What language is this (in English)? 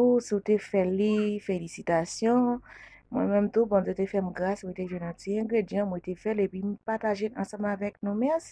Haitian Creole